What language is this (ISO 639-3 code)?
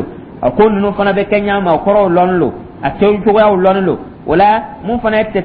dyu